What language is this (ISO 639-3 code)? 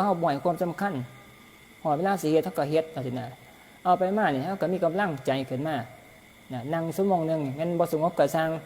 tts